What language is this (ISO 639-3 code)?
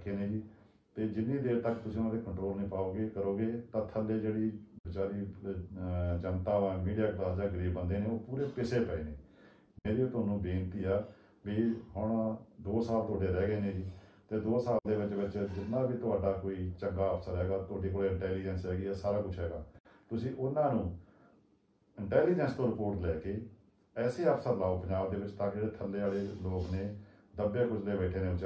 pan